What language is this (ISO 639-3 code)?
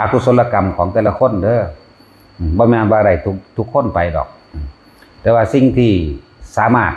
tts